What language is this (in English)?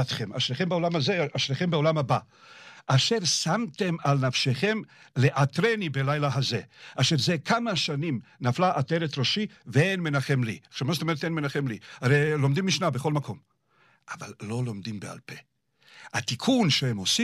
Hebrew